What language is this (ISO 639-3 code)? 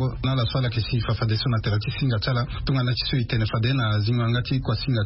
sag